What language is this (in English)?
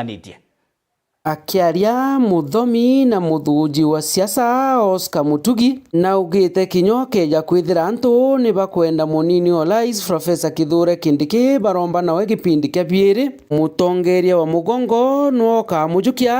Meru